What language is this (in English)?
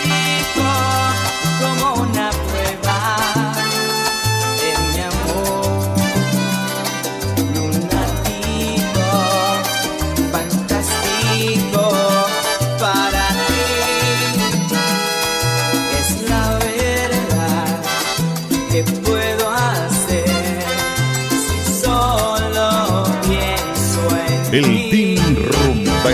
Spanish